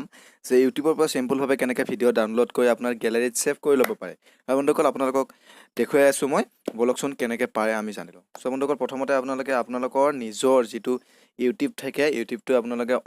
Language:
Assamese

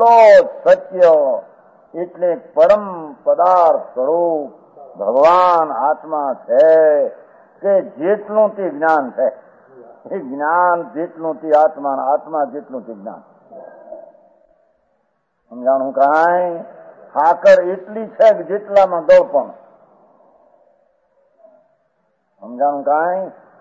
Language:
Gujarati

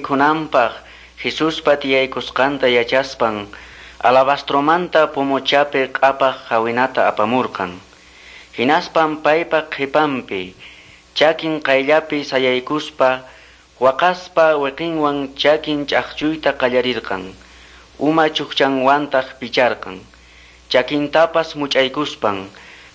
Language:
Quechua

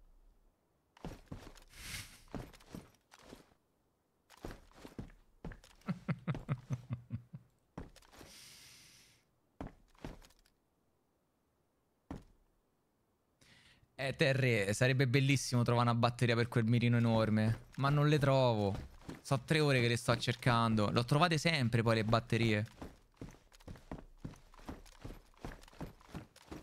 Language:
Italian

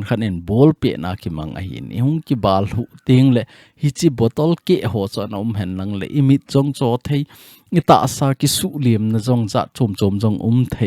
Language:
Thado Chin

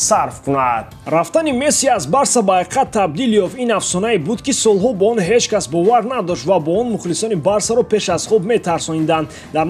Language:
Tajik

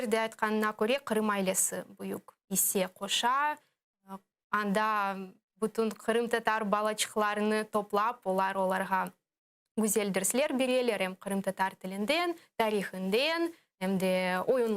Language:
Crimean Tatar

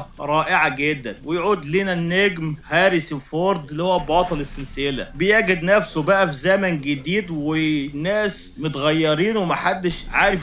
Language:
Egyptian Arabic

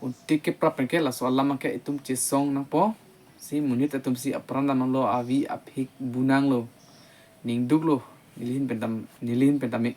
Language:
Karbi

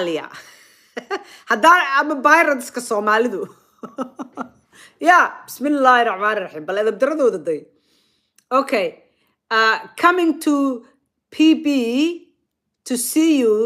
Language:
Somali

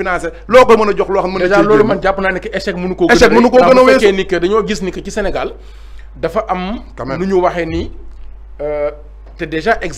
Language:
Wolof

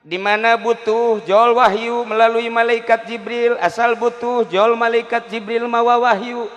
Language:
Sundanese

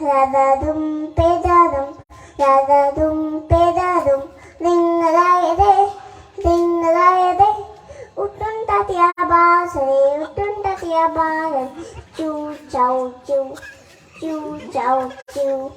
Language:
Konkani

